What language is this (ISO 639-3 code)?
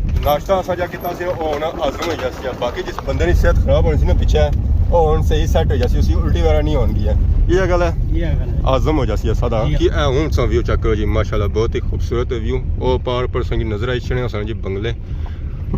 phr